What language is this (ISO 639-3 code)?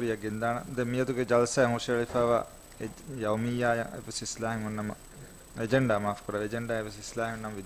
div